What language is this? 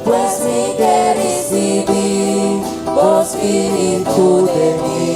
Papiamento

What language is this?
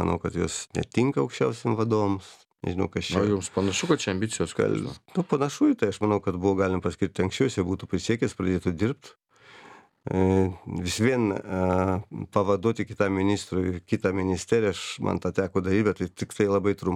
Lithuanian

